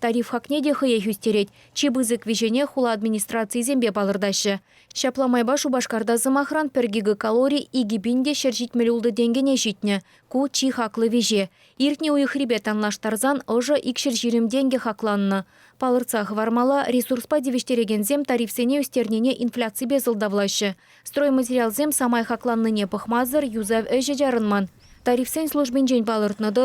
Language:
Chuvash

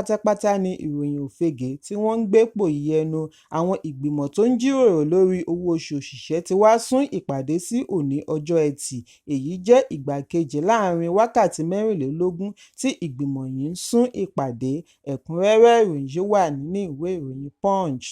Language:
Yoruba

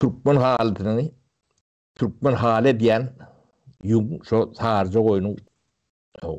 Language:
Turkmen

